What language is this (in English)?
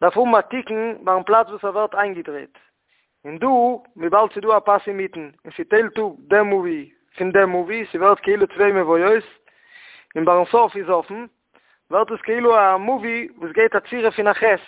Yiddish